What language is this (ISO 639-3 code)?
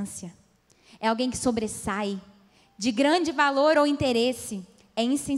por